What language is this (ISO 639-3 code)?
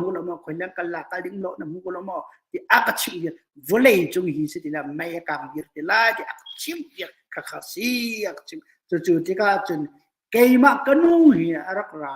cnh